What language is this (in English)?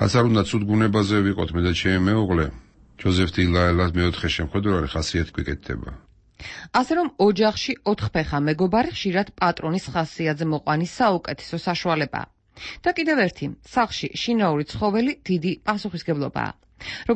Georgian